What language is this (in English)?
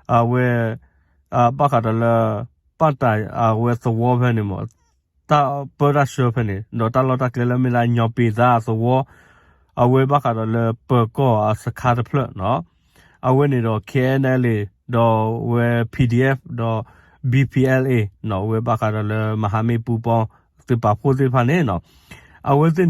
S'gaw Karen